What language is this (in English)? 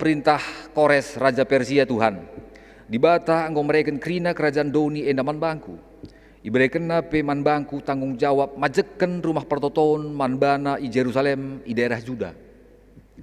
Batak Karo